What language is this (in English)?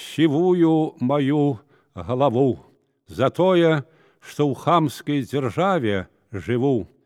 Belarusian